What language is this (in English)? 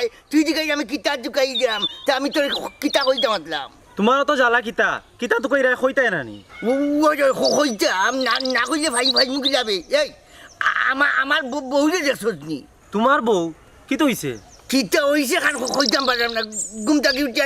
Sylheti